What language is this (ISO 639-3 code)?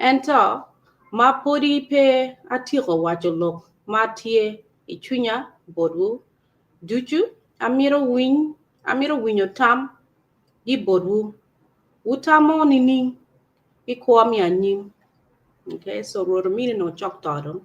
ach